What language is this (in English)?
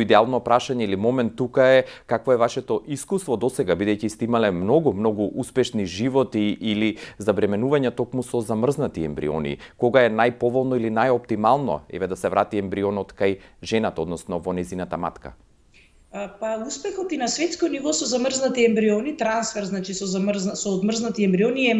Macedonian